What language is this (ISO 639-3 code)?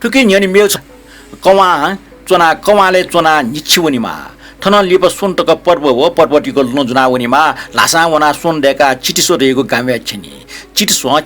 new